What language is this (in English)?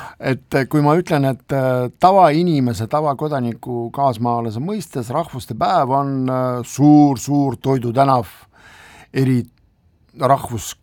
Estonian